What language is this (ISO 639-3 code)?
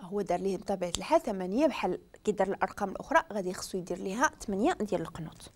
ary